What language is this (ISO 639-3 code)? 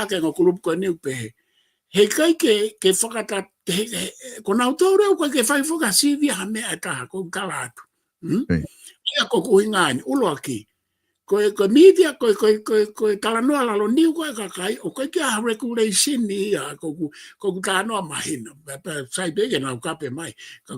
ton